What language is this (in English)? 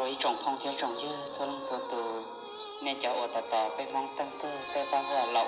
Hmong